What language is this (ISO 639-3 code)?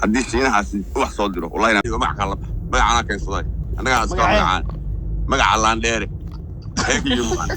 som